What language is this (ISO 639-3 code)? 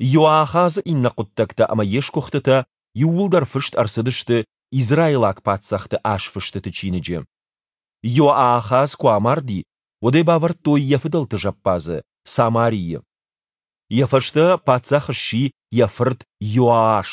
oss